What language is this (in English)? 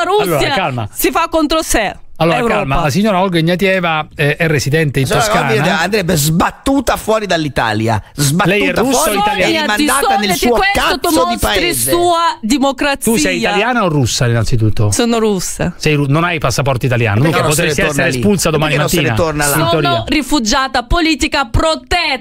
Italian